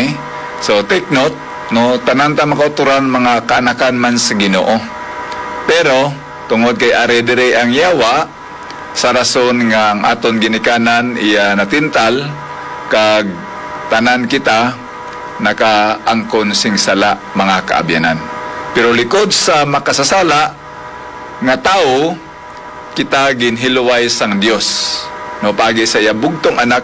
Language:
Hiligaynon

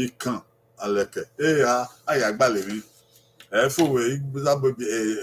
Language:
Bini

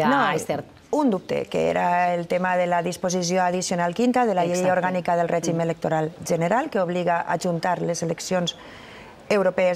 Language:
Catalan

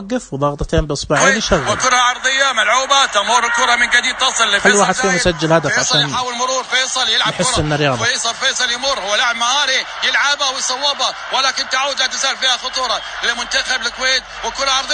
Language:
Najdi Arabic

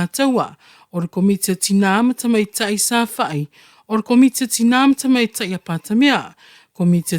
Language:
Samoan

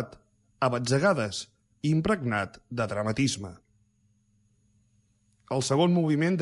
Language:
Catalan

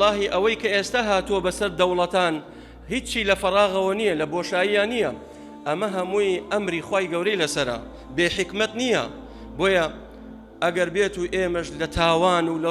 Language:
Central Kurdish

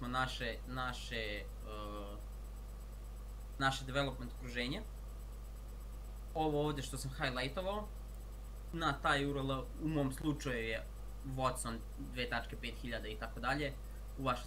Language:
Serbian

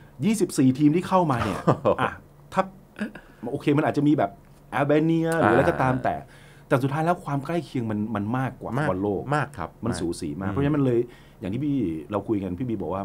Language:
Thai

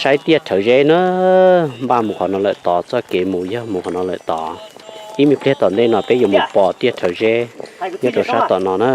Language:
Hmong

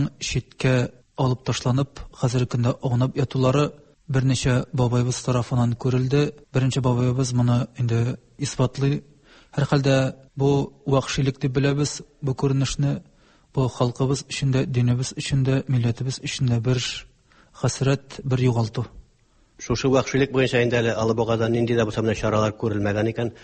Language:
Tatar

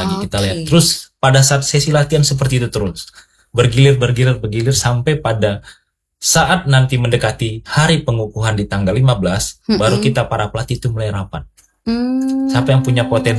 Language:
Indonesian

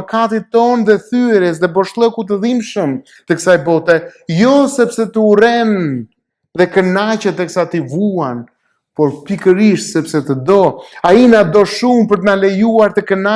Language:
Albanian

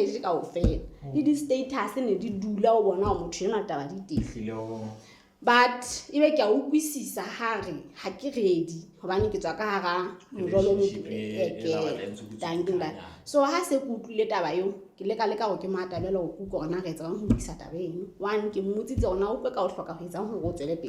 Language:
Southern Sotho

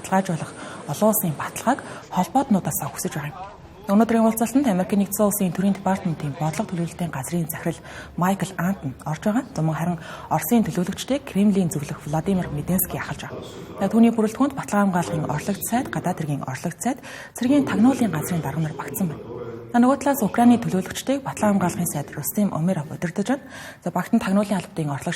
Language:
Mongolian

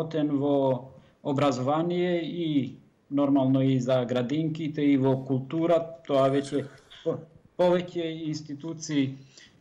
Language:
Macedonian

